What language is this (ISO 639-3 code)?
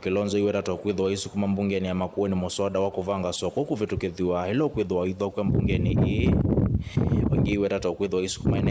kam